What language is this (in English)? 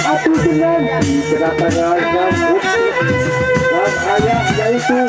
Sasak